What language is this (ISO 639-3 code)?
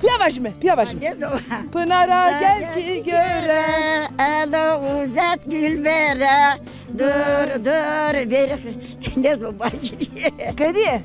zza